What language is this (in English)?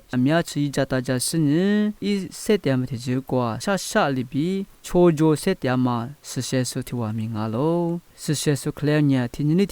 Lisu